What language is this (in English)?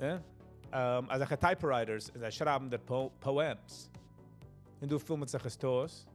Yiddish